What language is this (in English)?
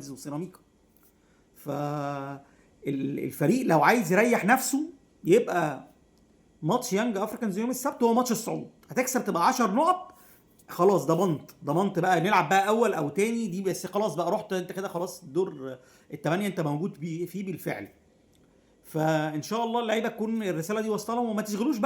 Egyptian Arabic